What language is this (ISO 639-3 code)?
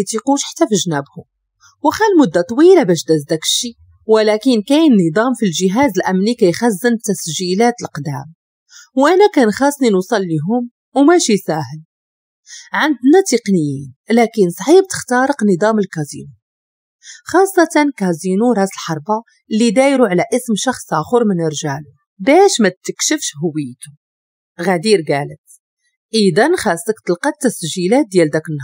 ary